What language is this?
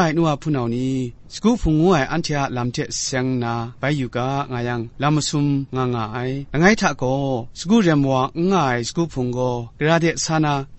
Kachin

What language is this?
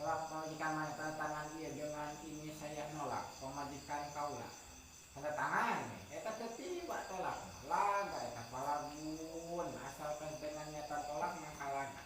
Sundanese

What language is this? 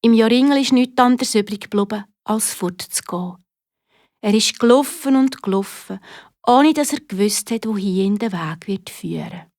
Swiss German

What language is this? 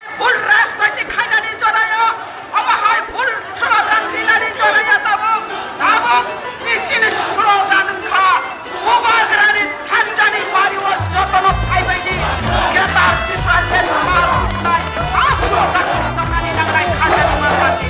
Kok Borok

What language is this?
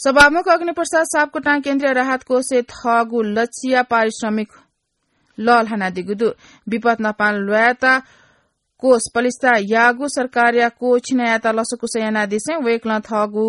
Newari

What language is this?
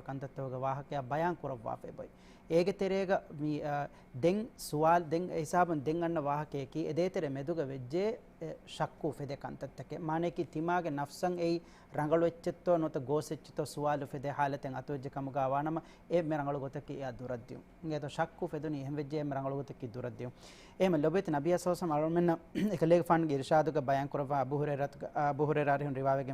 Divehi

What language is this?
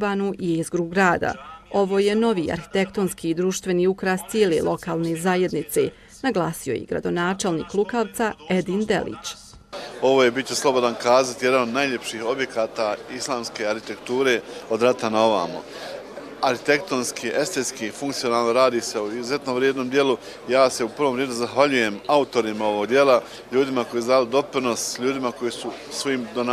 Bosnian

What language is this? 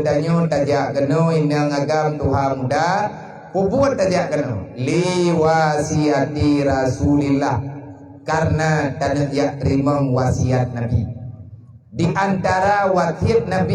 Achinese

